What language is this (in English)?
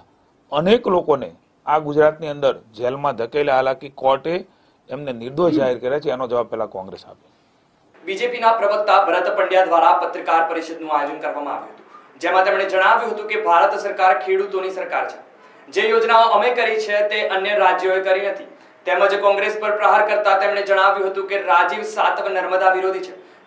Gujarati